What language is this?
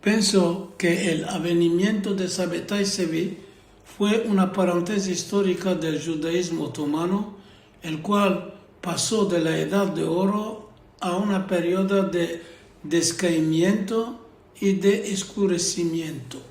Ladino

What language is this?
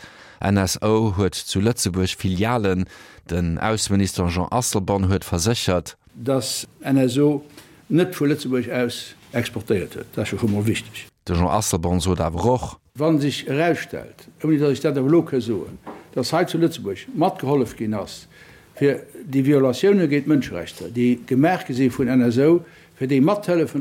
Luxembourgish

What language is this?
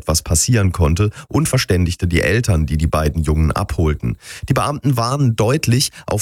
German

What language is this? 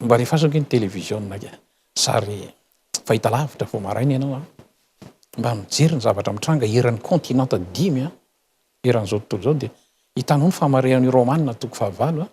Malagasy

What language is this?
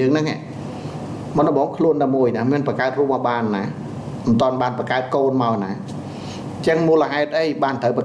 Khmer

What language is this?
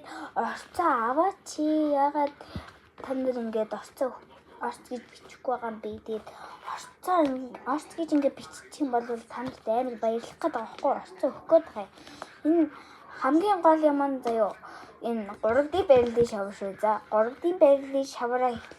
Mongolian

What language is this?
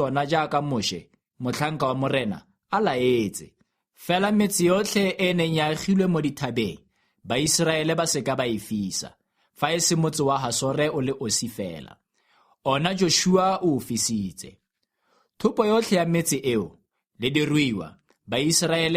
Tswana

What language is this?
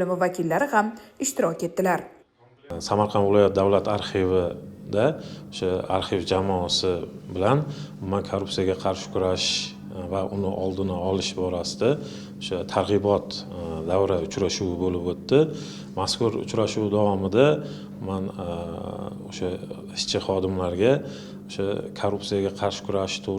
Uzbek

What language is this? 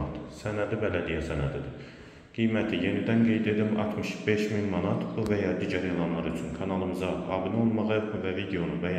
Azerbaijani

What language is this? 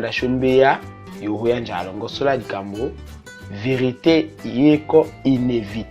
Tetela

